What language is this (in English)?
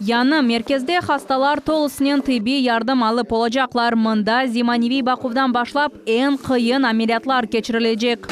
Crimean Tatar